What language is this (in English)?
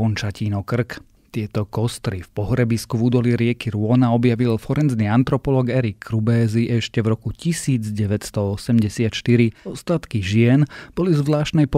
Slovak